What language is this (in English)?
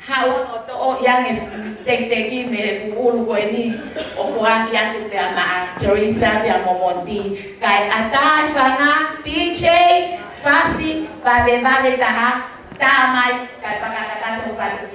Tongan